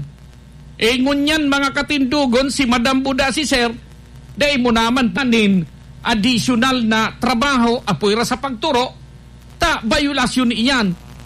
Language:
Bikol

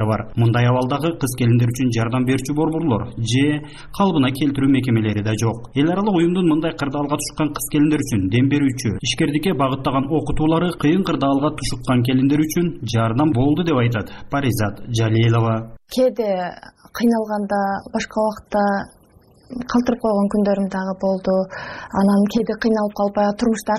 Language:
Kyrgyz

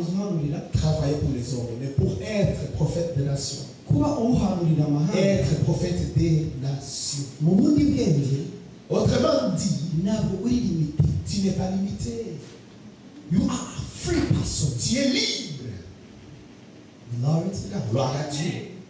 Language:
Kinyarwanda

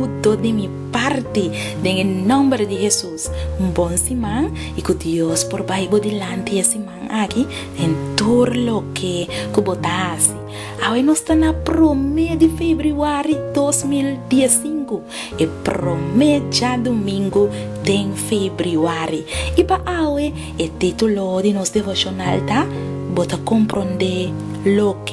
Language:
Papiamento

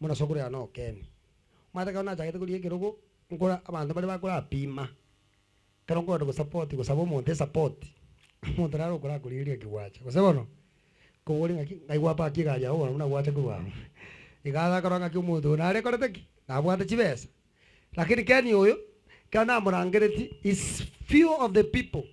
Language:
Gusii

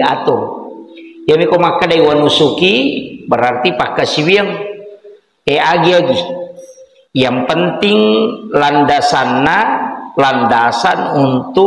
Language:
Buginese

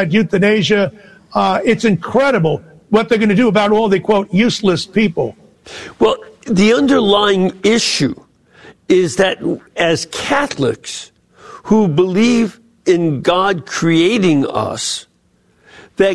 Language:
English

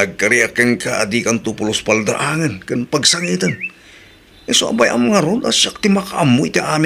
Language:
Iloko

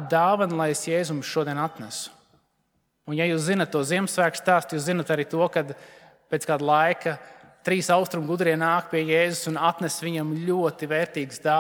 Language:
Latvian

